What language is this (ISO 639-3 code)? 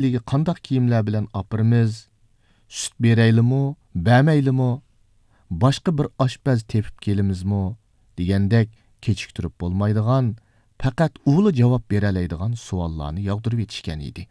uig